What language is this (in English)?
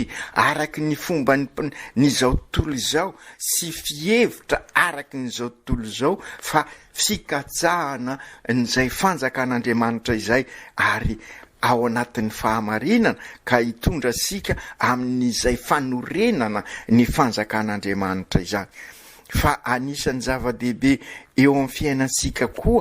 Malagasy